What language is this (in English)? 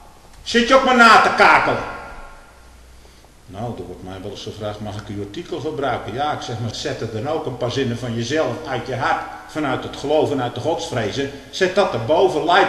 Dutch